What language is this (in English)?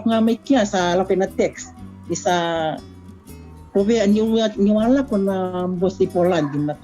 Fijian